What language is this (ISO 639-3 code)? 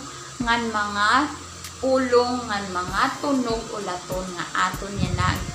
war